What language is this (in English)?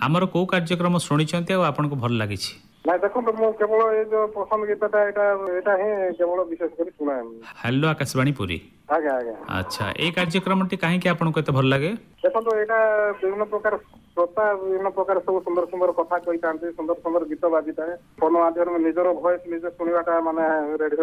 Odia